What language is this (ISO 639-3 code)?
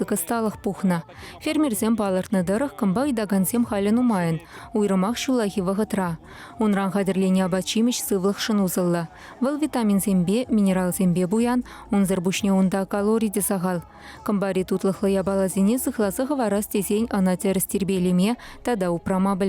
chv